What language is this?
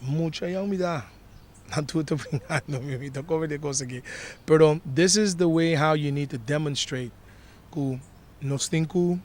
Papiamento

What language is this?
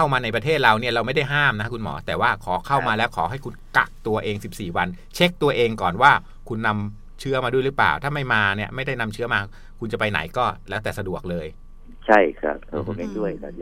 Thai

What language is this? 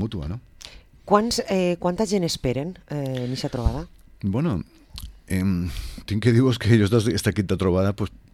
Catalan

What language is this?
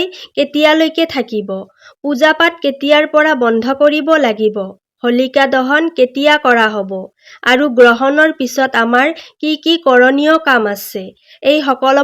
Assamese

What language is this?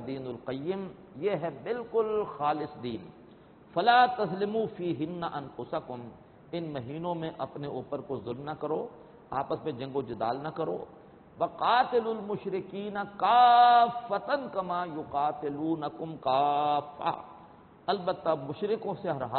Urdu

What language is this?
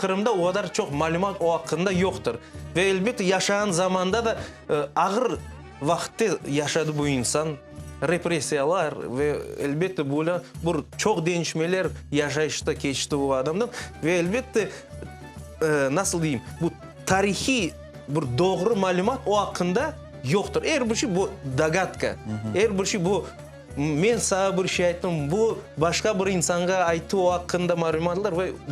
Crimean Tatar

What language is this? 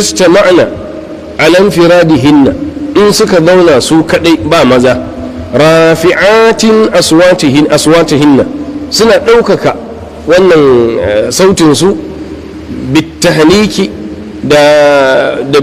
Hausa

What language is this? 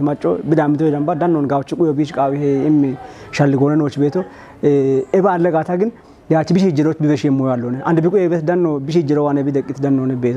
Kafa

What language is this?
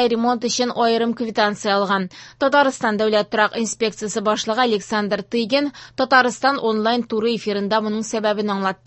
Tatar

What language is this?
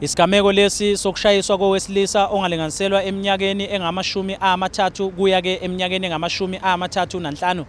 Zulu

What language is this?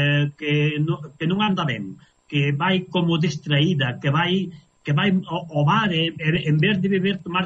Galician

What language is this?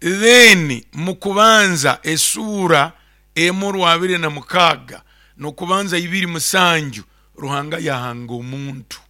Nyoro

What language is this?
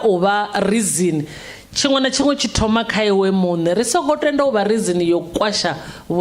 Venda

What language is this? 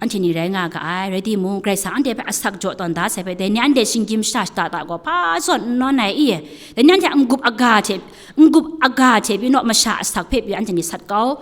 Kachin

